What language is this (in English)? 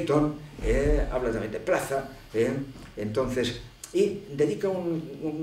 Spanish